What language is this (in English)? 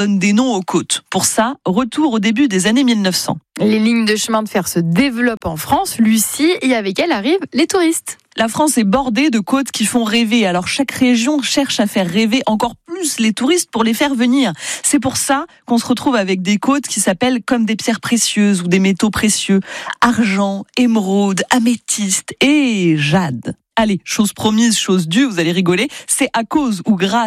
French